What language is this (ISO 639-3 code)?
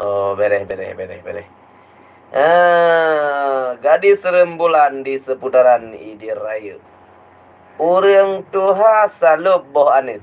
ace